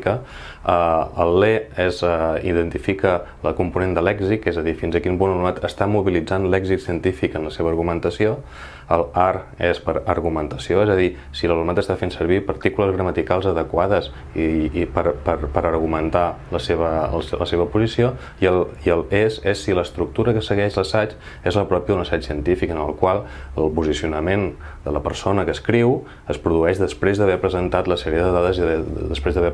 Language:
Catalan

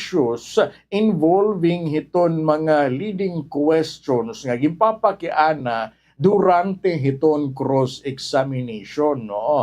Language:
Waray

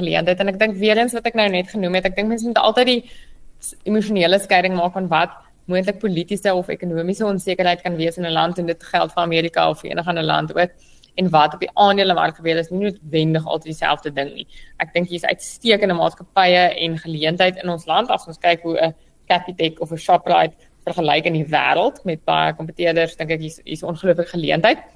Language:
Afrikaans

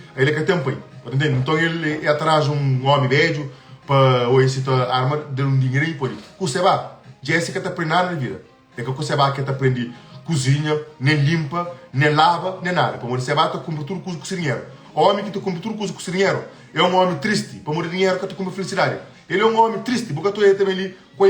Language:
Kabuverdianu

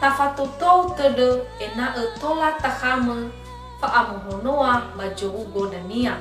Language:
Nias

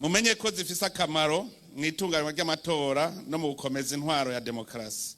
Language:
Rundi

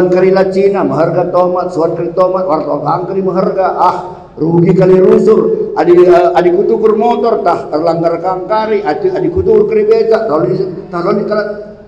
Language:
Batak Karo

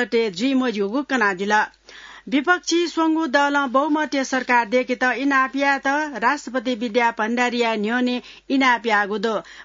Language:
Newari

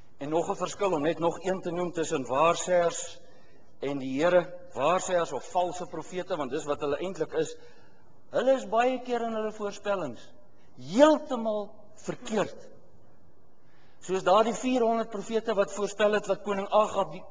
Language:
Afrikaans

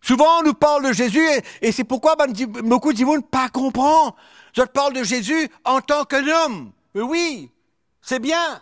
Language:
Morisyen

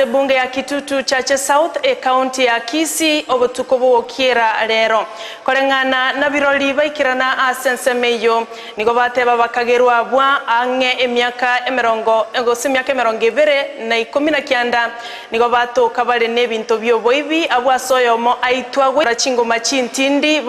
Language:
Gusii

